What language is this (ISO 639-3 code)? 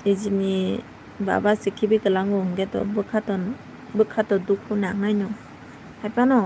trp